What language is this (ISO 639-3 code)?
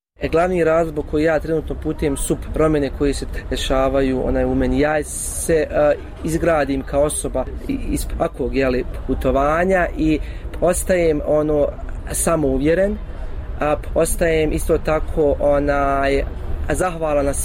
bos